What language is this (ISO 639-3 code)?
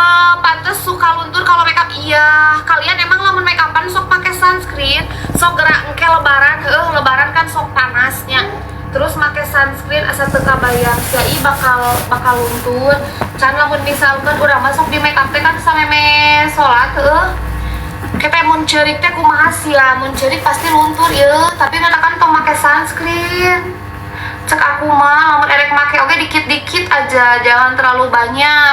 sun